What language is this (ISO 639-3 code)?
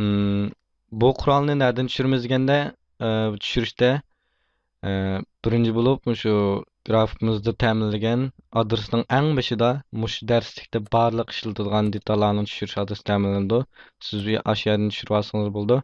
uig